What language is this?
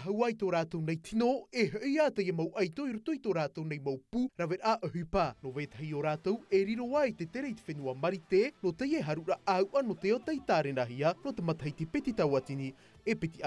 Tahitian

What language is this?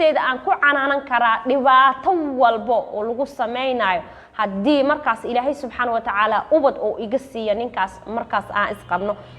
Somali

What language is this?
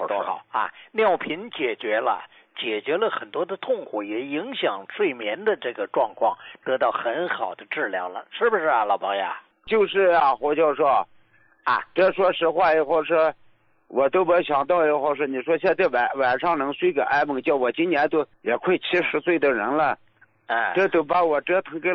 Chinese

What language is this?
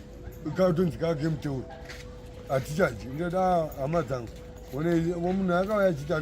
Shona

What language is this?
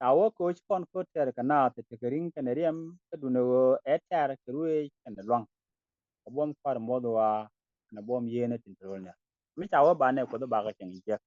Nuer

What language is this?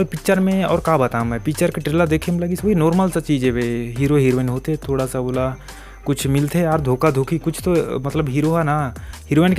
Chhattisgarhi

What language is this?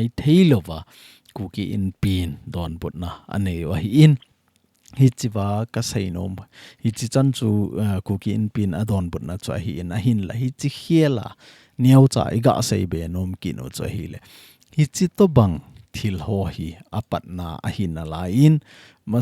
Thado Chin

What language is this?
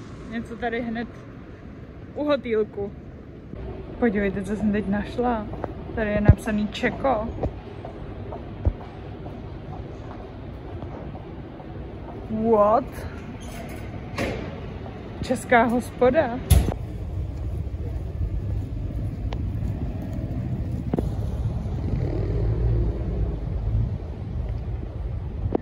Czech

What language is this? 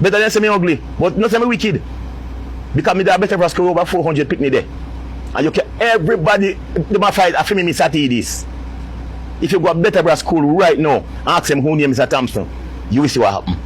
Jamaican Creole English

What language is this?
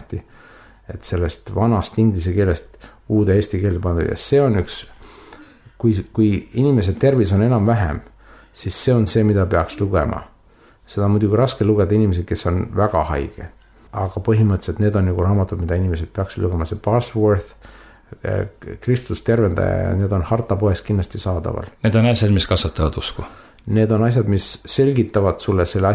Estonian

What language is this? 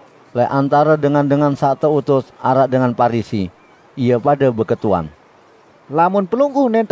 Sasak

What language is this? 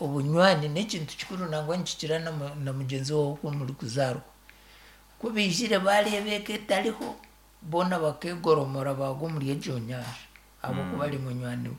Nyankole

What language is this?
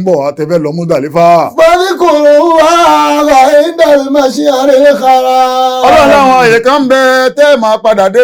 Yoruba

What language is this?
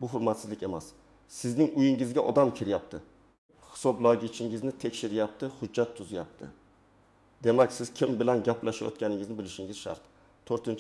Uzbek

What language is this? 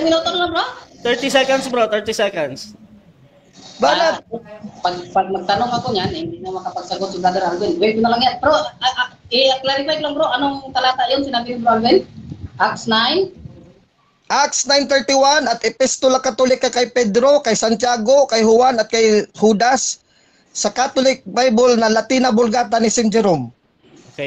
Filipino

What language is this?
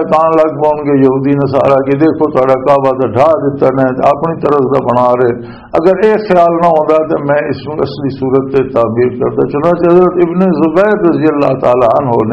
Western Panjabi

